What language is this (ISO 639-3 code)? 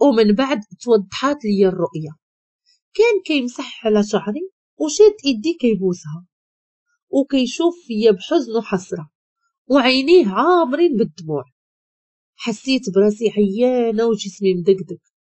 ary